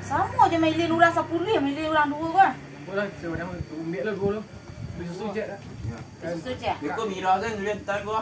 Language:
Minangkabau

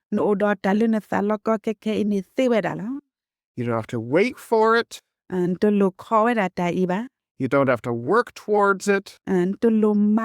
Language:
S'gaw Karen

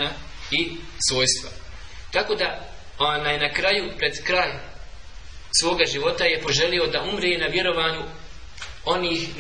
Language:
Bosnian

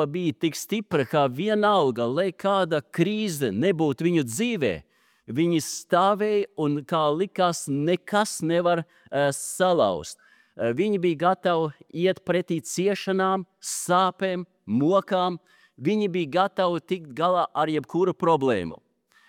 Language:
Latvian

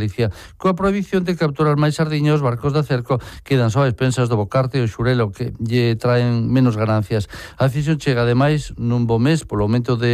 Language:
Galician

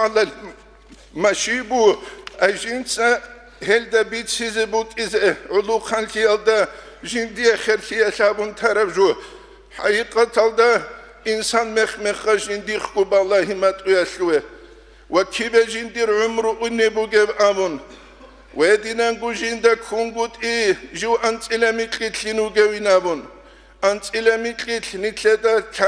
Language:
Avaric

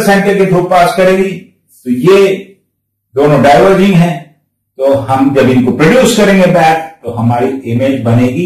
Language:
Hindi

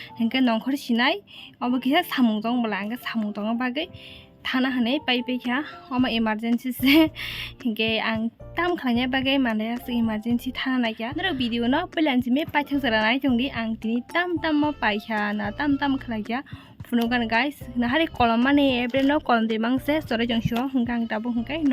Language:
Kok Borok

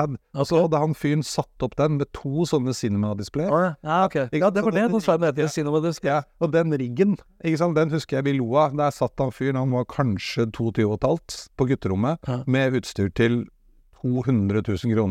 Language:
Norwegian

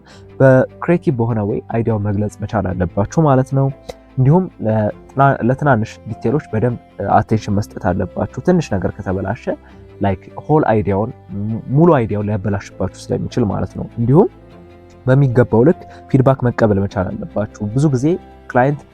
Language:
Amharic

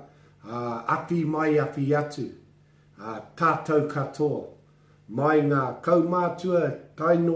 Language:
Māori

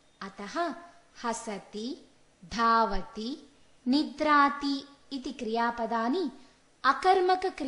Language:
Sanskrit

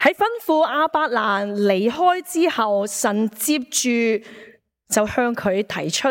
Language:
Cantonese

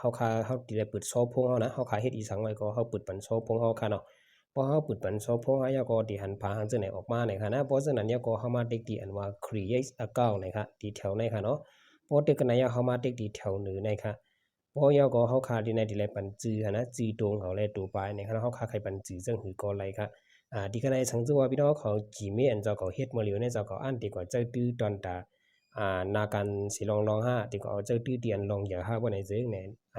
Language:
Shan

